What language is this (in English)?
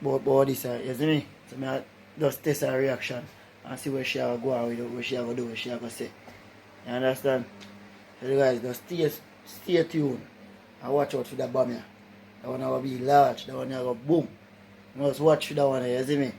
Jamaican Creole English